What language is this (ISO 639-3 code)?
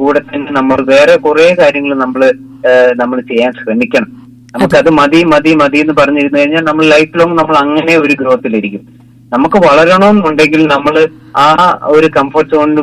mal